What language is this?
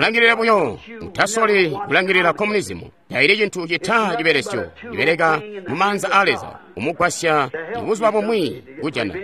Tonga (Zambia)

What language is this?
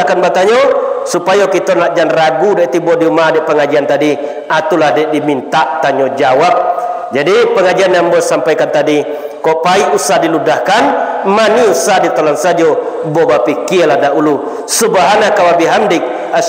Minangkabau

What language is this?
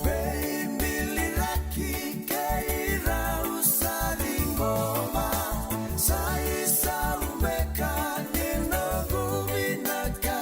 Fijian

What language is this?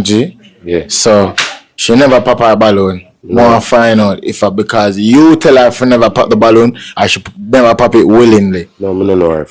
Jamaican Creole English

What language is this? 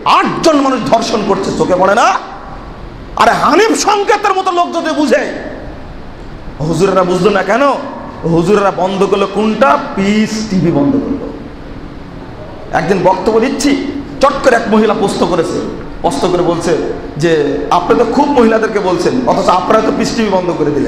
Bangla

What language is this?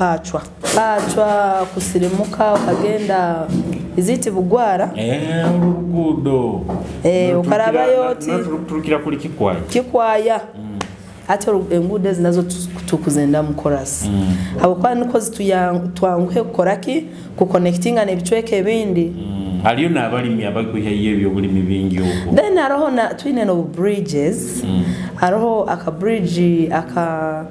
Nyoro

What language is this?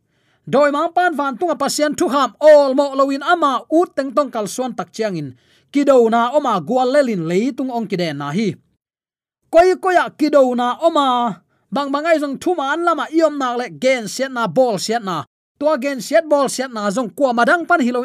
Tedim Chin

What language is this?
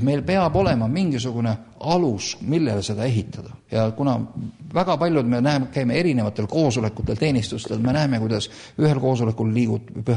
Estonian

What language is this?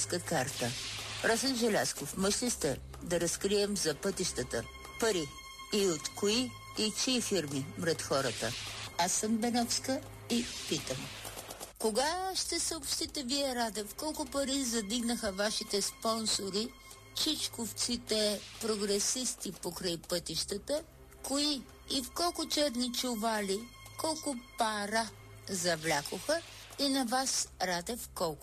Bulgarian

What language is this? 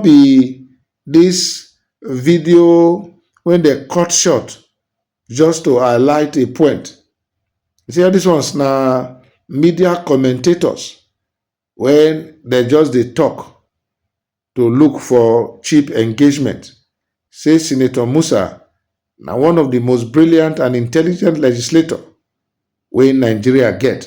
Nigerian Pidgin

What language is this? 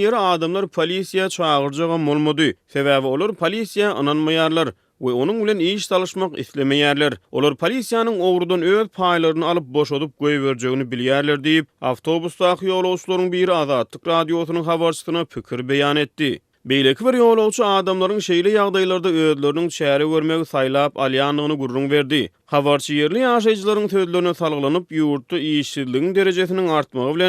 Turkmen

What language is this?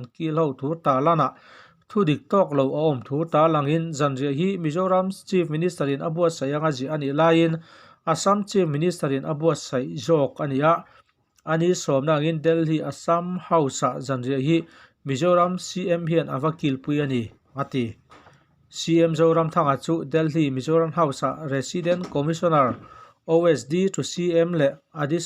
Mizo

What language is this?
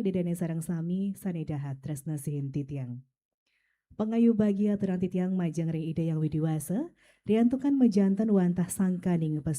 Balinese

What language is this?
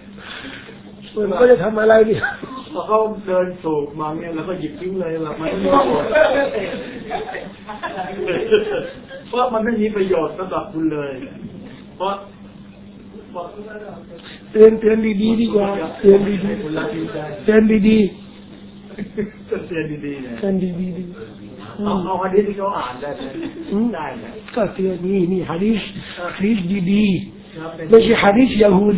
Thai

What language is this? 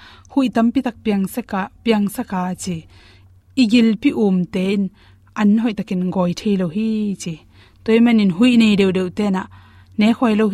Tedim Chin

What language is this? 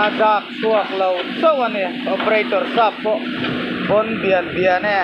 Mizo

